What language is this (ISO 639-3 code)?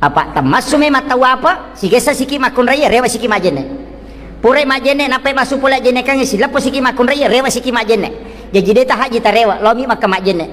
bug